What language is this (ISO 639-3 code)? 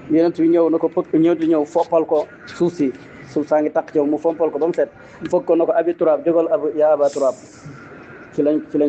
wol